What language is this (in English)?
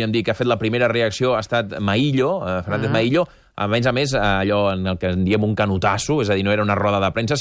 Catalan